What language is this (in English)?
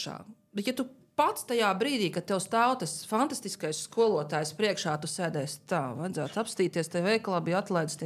Latvian